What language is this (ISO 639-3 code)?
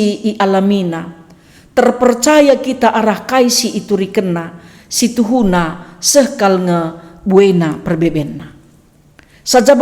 btx